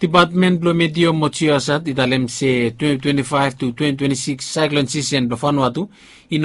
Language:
Bislama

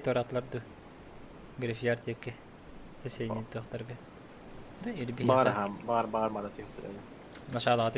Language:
Yakut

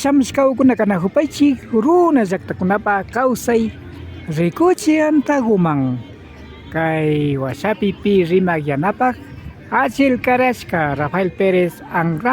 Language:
Imbabura Highland Quichua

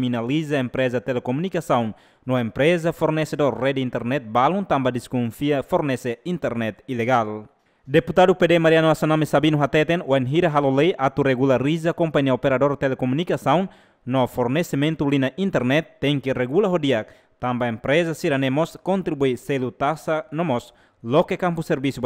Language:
Tetum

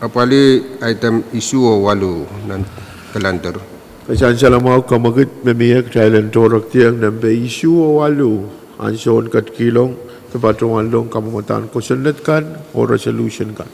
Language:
Pohnpeian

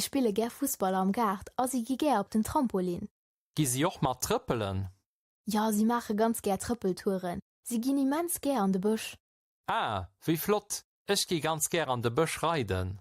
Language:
Luxembourgish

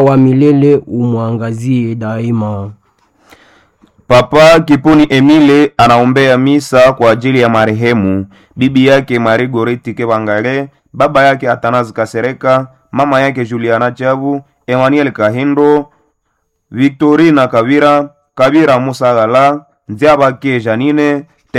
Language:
Swahili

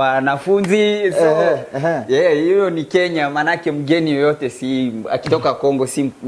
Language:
Swahili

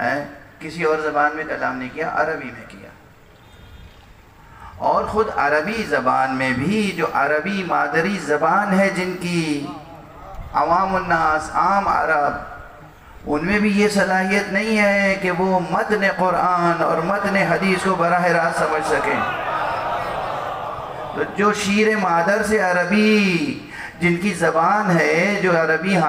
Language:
Urdu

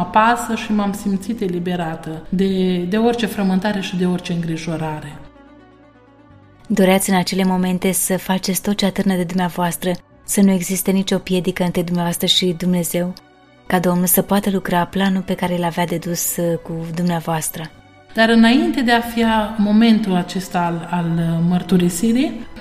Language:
Romanian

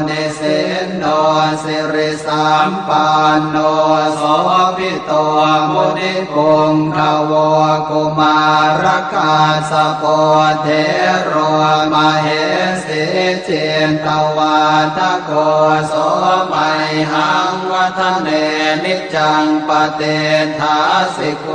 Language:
Pali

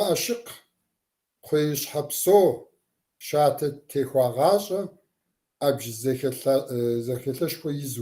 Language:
Kabardian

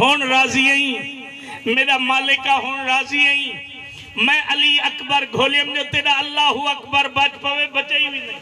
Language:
Saraiki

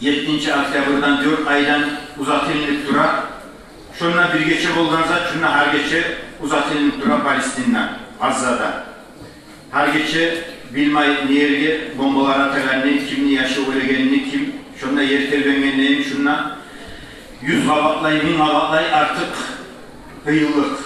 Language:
Kumyk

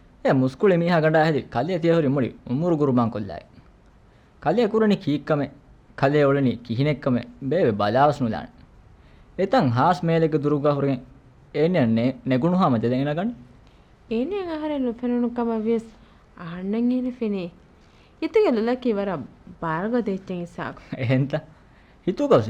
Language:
Divehi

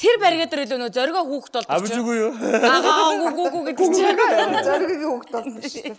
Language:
Mongolian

